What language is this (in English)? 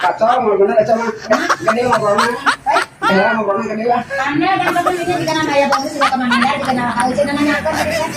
Sundanese